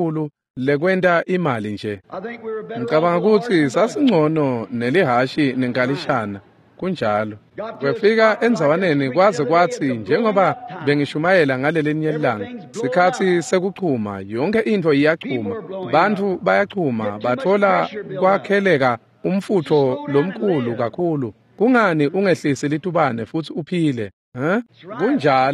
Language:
Swati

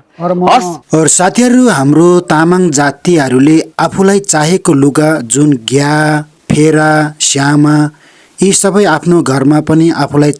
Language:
Nepali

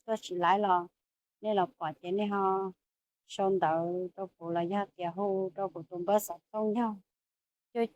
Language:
Hmong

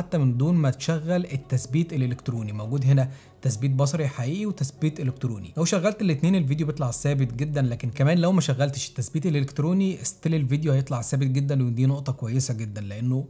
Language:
Egyptian Arabic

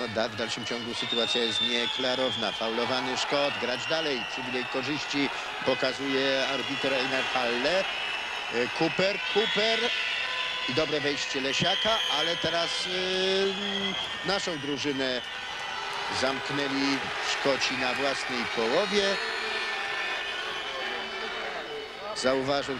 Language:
Polish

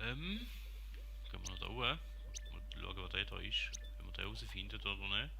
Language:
Swiss German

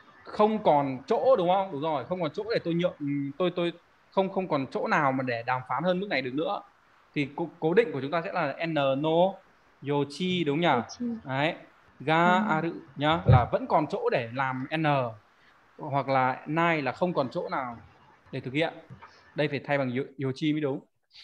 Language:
Vietnamese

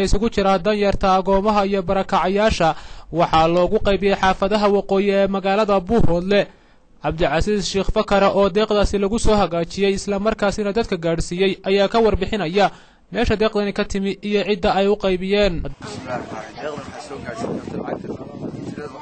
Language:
Somali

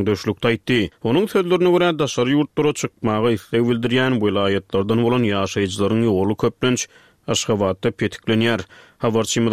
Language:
Turkmen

